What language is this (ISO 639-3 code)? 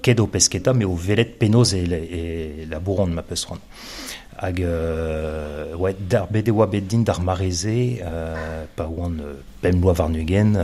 bre